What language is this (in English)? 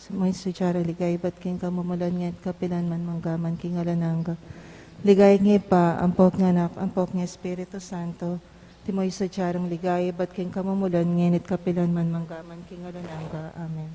Pampanga